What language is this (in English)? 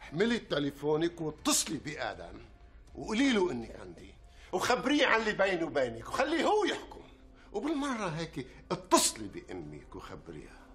North Levantine Arabic